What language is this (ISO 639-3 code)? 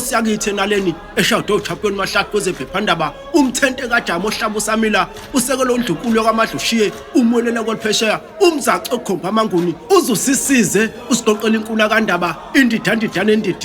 zul